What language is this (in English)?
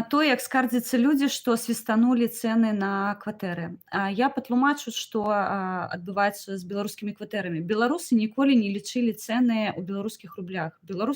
Belarusian